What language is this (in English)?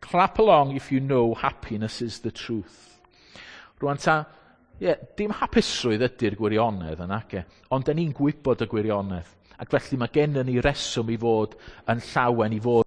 Welsh